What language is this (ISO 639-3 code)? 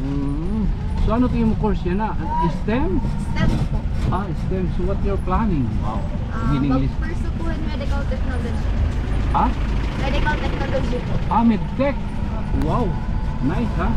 war